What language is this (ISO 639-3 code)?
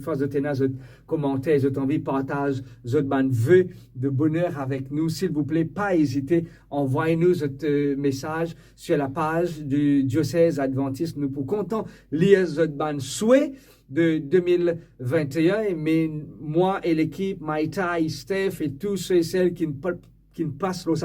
mfe